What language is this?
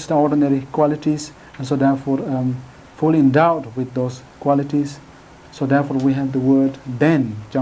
Tibetan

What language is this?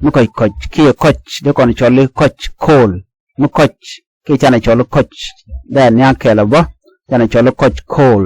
Nuer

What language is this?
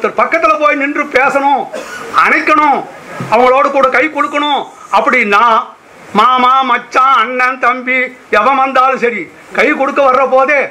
Tamil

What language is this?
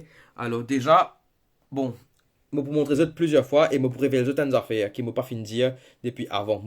Morisyen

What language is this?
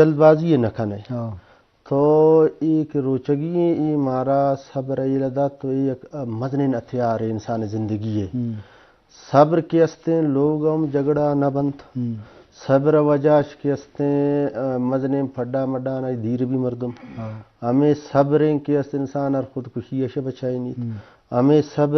Eastern Balochi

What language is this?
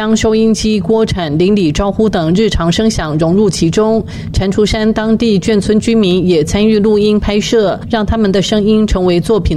Chinese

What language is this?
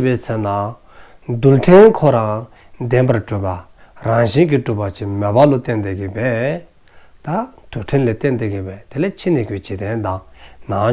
Dzongkha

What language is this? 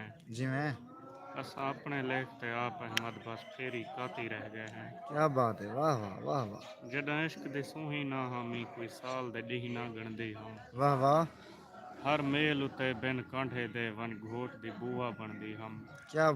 Saraiki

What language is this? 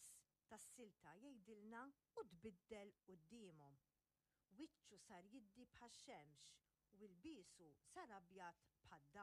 Maltese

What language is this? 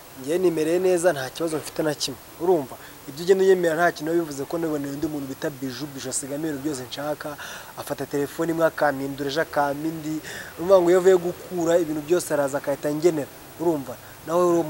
Kinyarwanda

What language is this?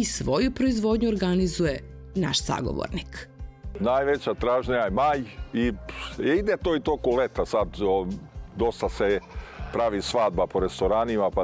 Serbian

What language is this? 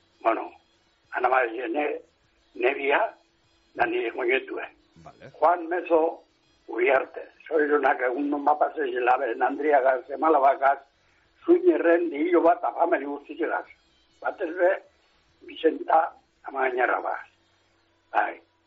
Basque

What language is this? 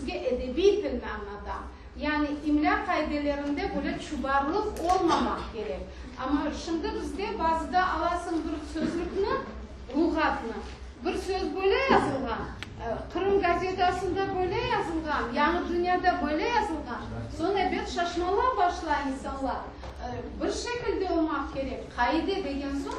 Crimean Tatar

